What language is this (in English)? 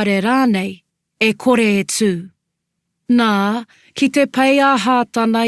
Māori